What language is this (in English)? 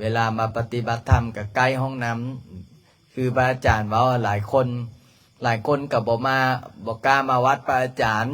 Lao